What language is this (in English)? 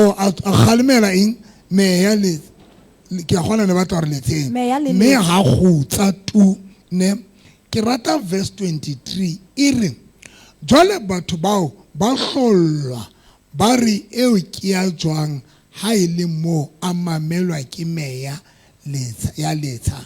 Southern Sotho